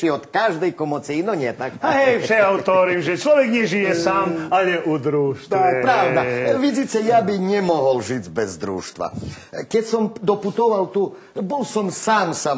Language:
Rusyn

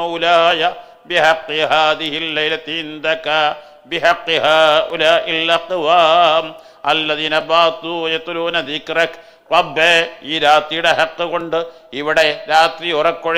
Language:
Malayalam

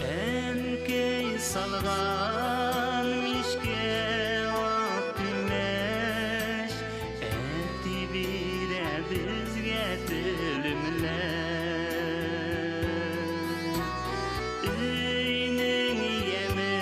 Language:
Bashkir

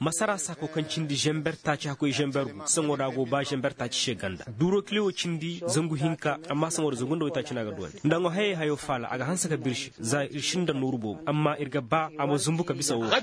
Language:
Koyraboro Senni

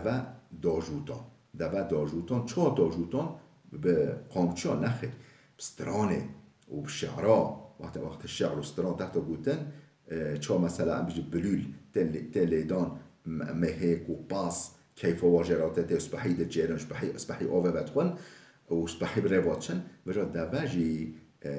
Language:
Kurdish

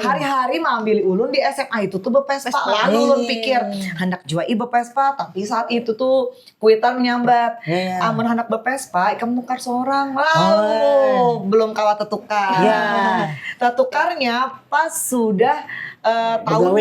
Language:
Banjar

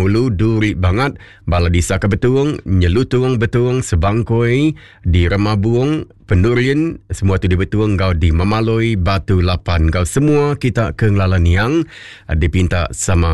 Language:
Iban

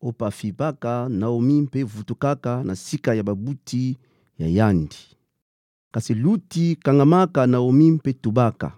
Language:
Kituba (Democratic Republic of Congo)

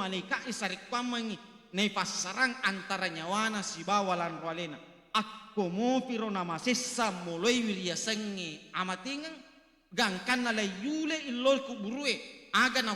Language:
Buginese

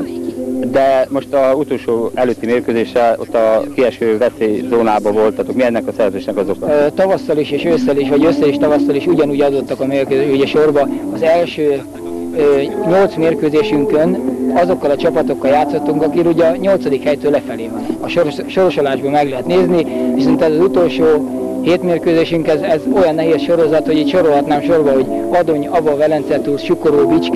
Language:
Hungarian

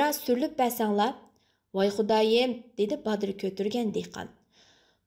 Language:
Uyghur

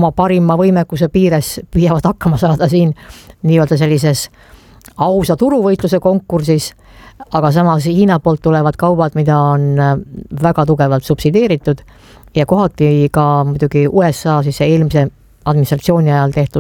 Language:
Estonian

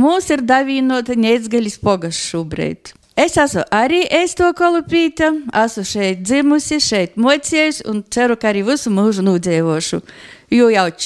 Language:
Latvian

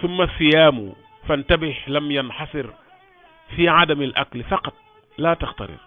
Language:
Wolof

